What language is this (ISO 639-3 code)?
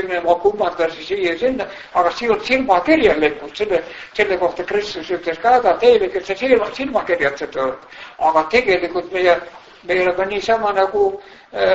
est